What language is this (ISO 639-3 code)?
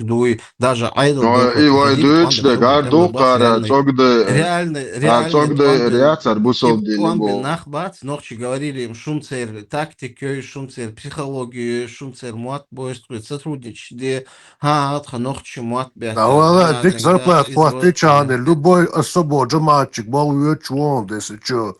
che